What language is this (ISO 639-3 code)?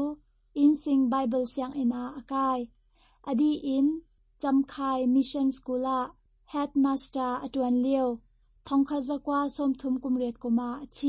cnh